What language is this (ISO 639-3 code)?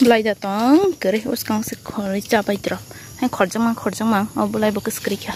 trp